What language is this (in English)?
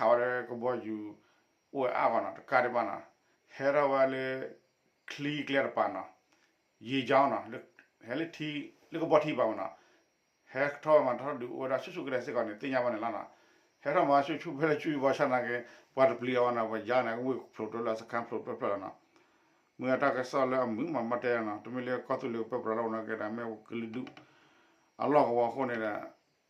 S'gaw Karen